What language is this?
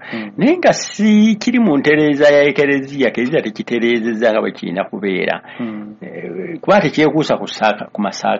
Ganda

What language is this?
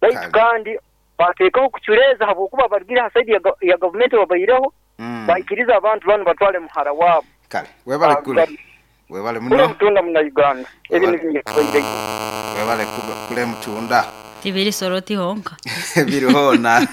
Nyoro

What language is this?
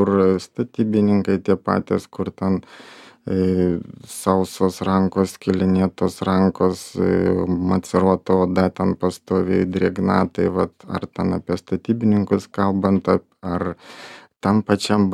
Lithuanian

